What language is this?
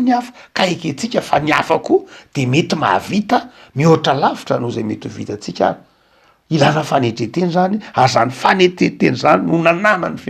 Malagasy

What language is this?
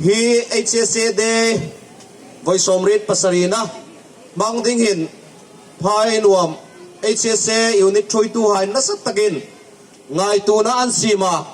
Hmar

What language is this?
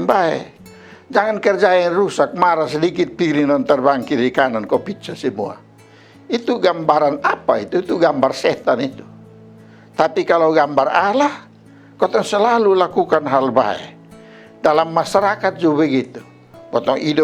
Kupang Malay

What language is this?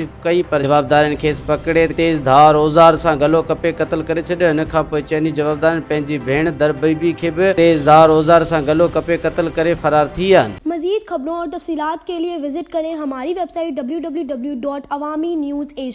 Sindhi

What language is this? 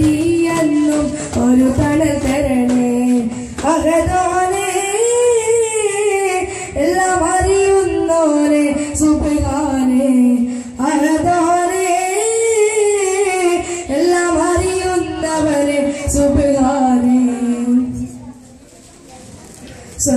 Malayalam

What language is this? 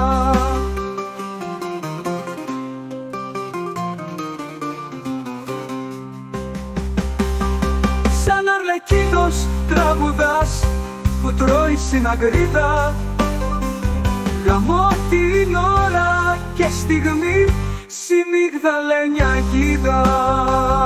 Greek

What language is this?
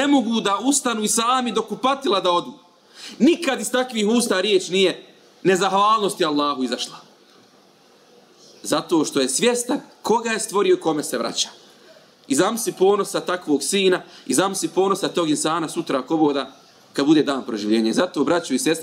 Bosnian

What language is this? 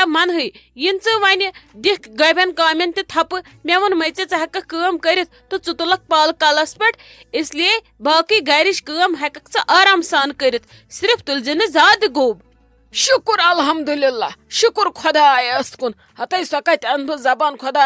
Kashmiri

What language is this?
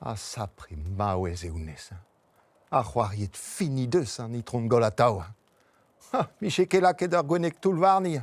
Breton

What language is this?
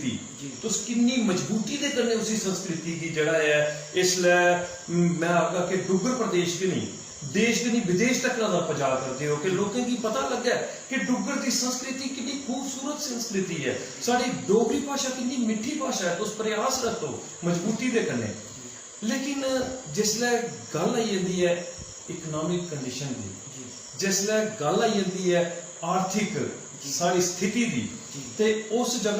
Dogri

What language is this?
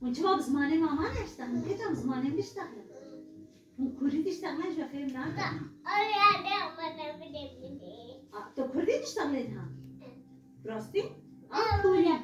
Kurdish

